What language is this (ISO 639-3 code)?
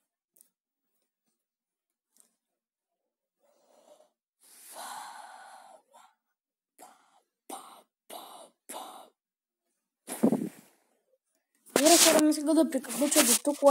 bul